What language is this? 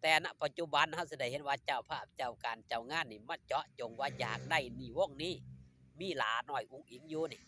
Northeastern Thai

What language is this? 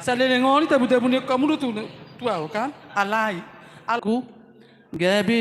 Batak Toba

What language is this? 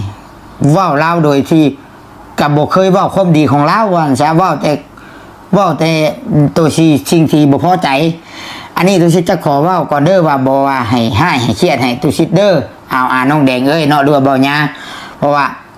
Lao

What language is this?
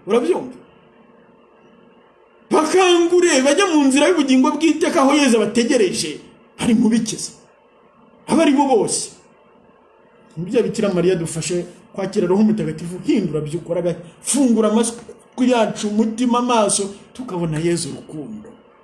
Kinyarwanda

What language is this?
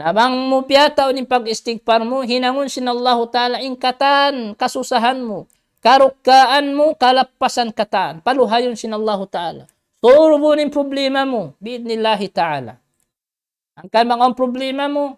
Tausug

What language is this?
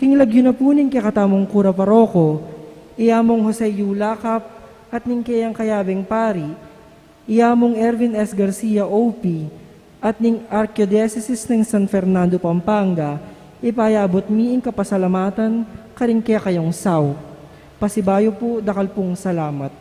Pampanga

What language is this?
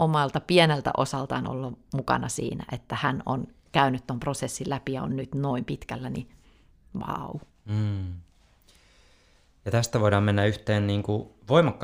Finnish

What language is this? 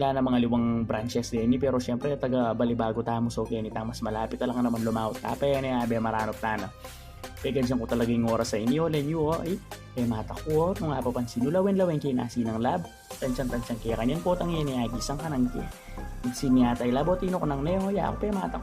Pampanga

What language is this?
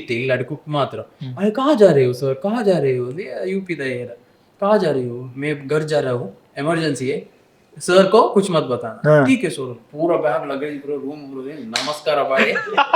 Tulu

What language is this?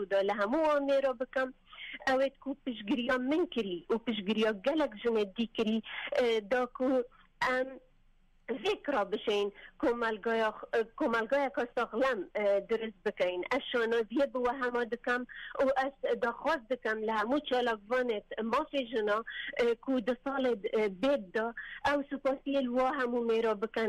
Kurdish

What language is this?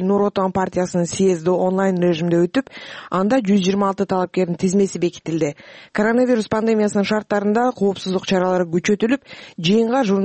Kyrgyz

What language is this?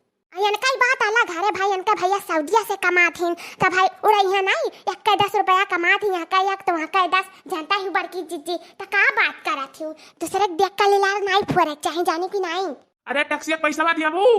Awadhi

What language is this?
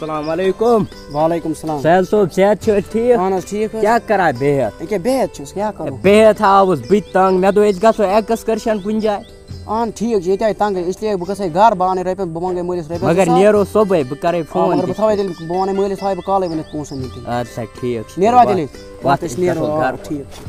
Kashmiri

